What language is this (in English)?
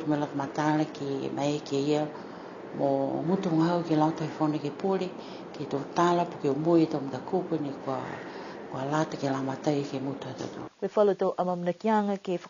Niuean